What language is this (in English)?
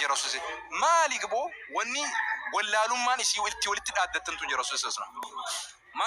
Oromo